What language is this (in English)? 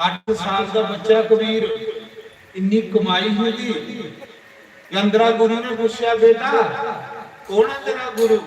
Dogri